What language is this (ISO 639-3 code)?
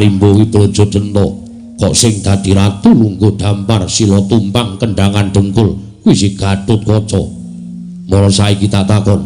jav